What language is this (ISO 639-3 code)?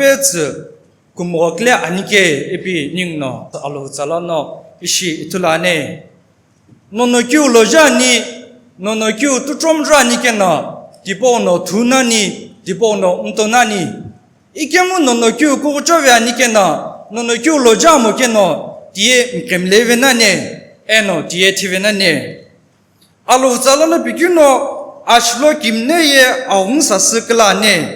nsm